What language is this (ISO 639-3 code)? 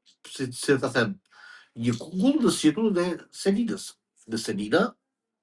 sqi